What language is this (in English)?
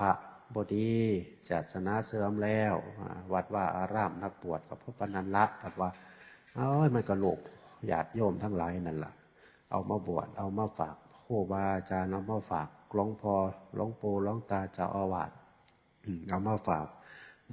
Northeastern Thai